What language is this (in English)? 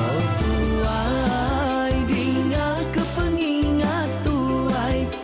Iban